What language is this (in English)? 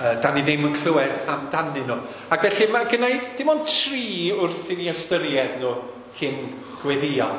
Welsh